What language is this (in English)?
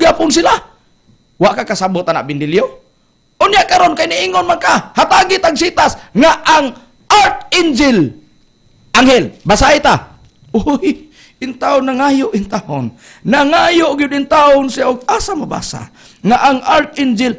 Cebuano